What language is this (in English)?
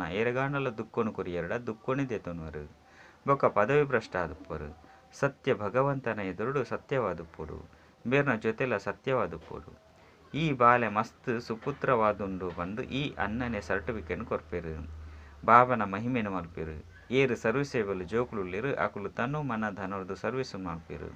Tulu